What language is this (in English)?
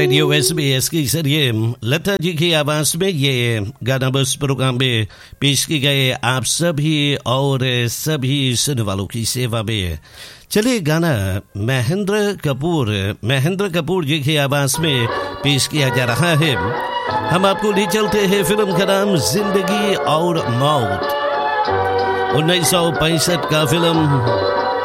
Hindi